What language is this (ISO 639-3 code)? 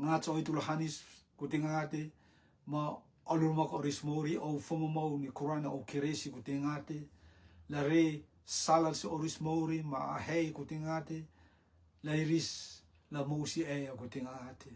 rtm